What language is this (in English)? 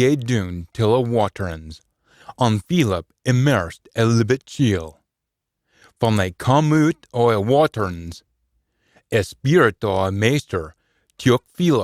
Scots